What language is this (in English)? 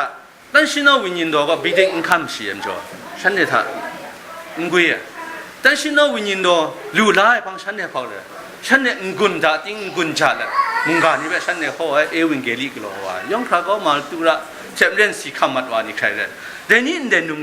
Kachin